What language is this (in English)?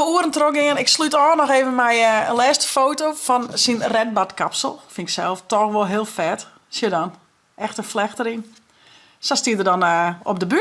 Western Frisian